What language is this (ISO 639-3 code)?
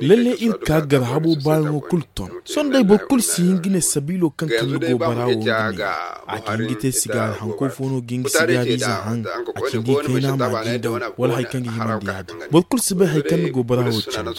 dje